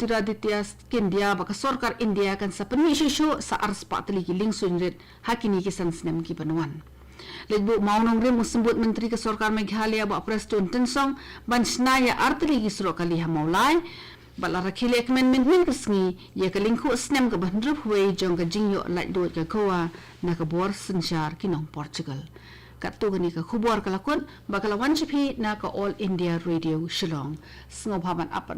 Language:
Khasi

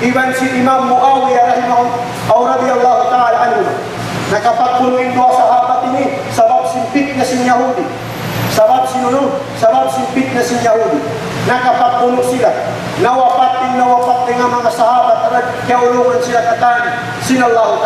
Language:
Tausug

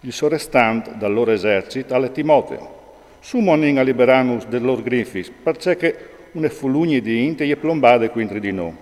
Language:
Friulian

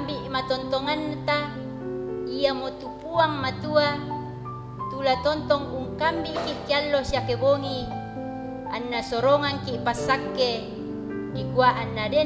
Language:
Toraja-Sa'dan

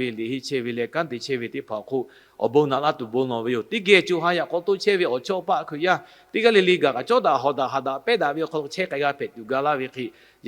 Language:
Lahu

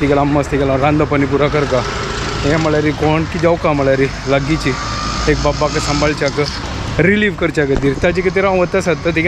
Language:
Konkani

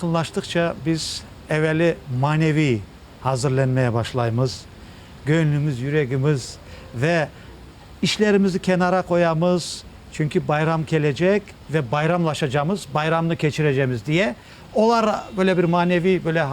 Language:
Crimean Tatar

